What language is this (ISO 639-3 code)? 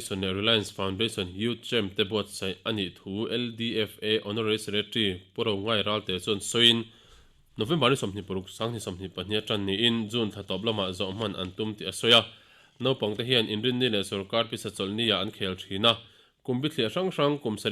lus